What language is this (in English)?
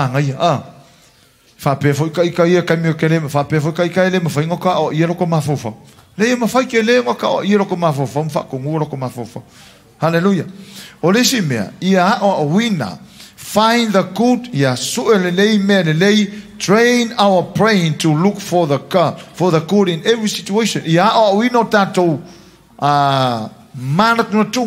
Samoan